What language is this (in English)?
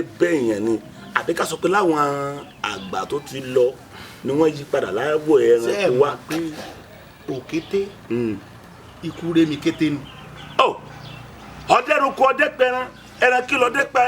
Yoruba